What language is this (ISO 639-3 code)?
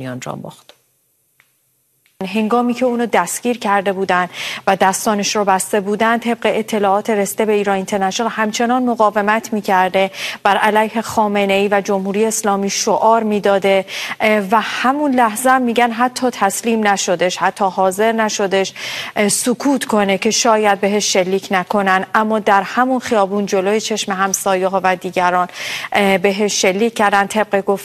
fas